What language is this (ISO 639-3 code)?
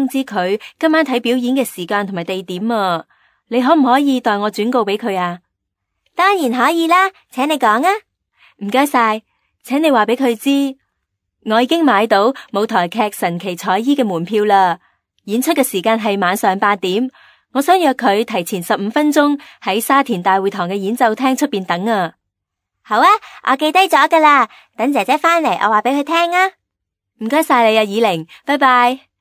yue